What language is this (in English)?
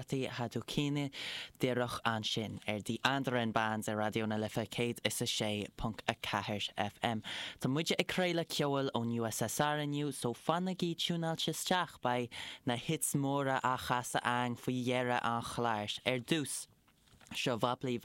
Irish